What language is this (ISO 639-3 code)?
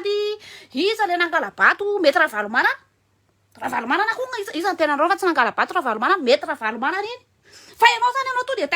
mlg